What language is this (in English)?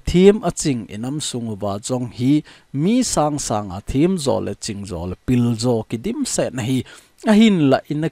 Thado Chin